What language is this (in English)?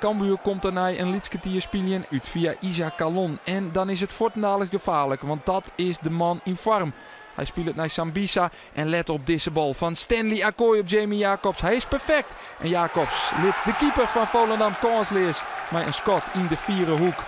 Western Frisian